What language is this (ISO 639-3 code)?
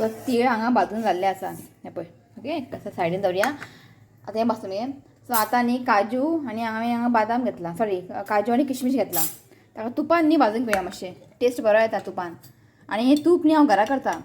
kok